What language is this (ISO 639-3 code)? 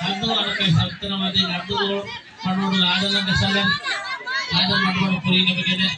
div